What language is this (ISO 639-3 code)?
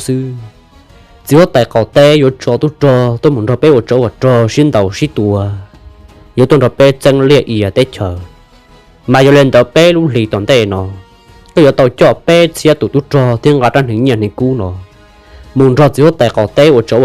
hmn